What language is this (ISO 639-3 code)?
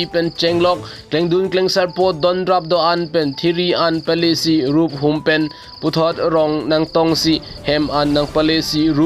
mjw